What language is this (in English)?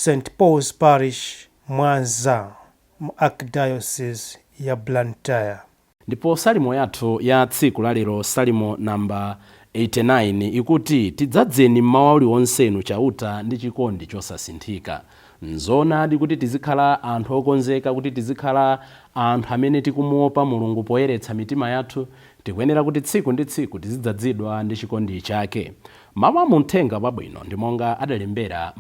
Nyanja